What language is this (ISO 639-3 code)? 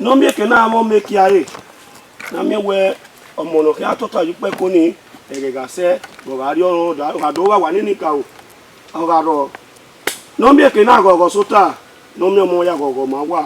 bin